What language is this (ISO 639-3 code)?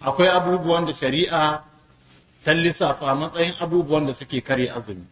hau